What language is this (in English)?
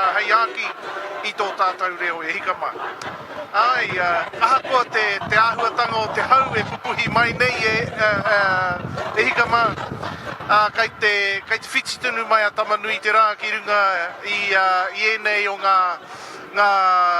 Māori